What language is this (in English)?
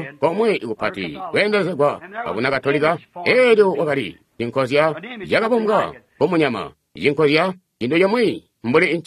Tonga (Zambia)